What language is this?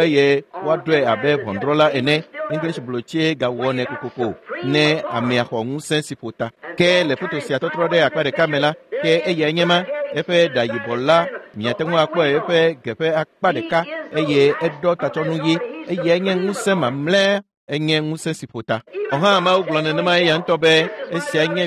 Ewe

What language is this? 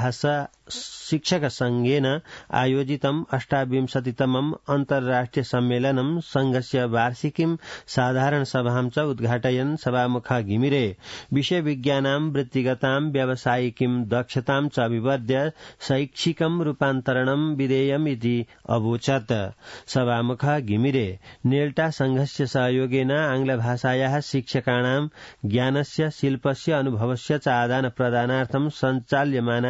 Sanskrit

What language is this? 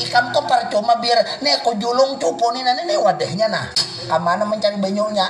Banjar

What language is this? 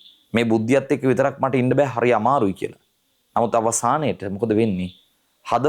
Sinhala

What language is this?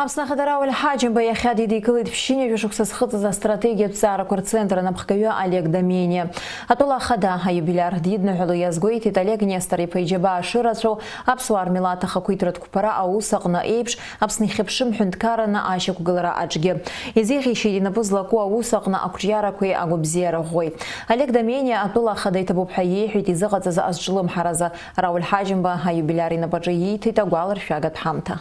Abkhazian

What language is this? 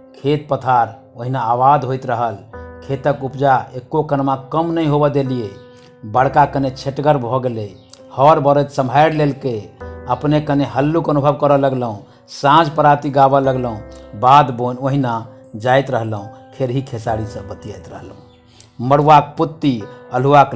Maithili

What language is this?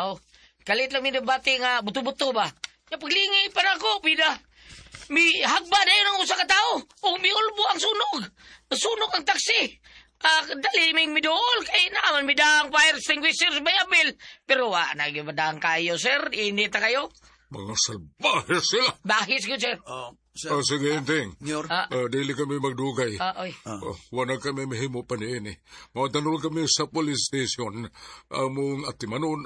Cebuano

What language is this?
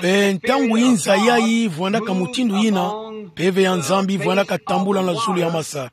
Kituba (Democratic Republic of Congo)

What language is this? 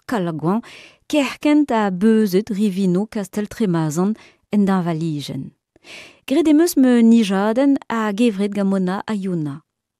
Breton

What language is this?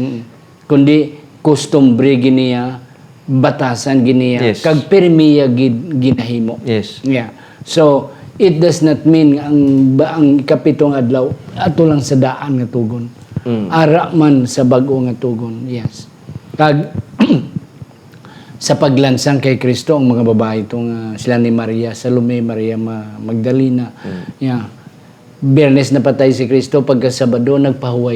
Hiligaynon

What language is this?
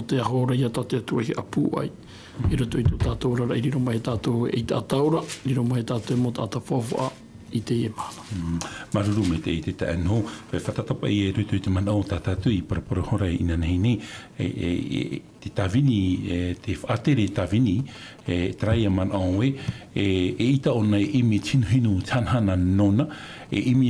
Tahitian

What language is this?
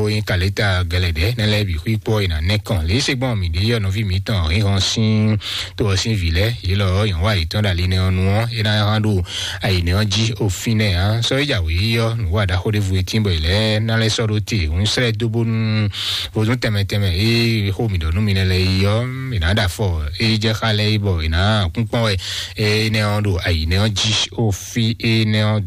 Fon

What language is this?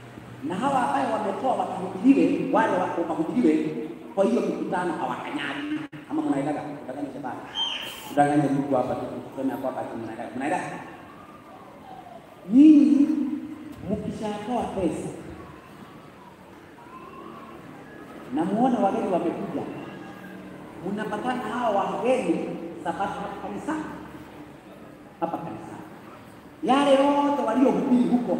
Swahili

